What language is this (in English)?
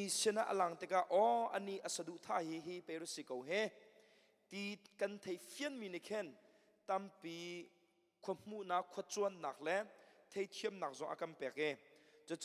Hakha Chin